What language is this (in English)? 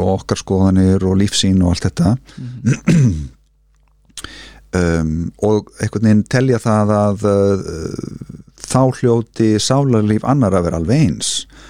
Icelandic